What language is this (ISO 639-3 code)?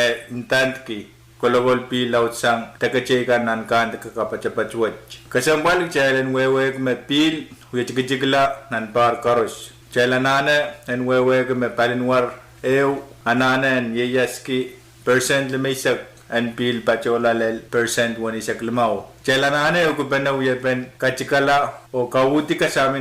pon